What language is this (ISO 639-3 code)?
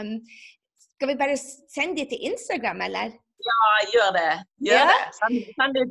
nor